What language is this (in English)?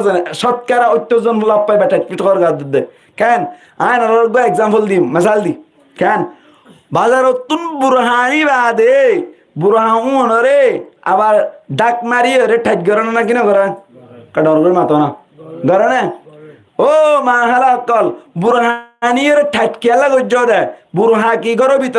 Rohingya